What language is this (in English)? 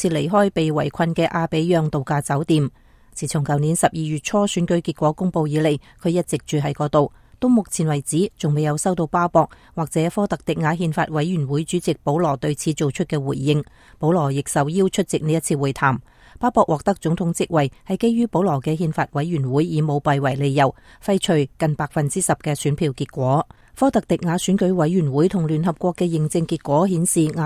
Cantonese